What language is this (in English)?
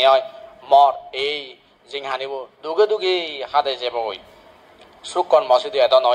Chakma